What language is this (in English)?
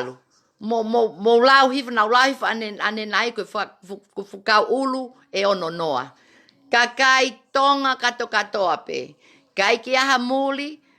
Tongan